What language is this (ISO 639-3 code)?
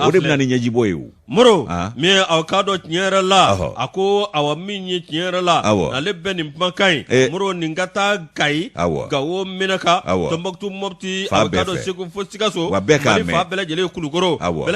bam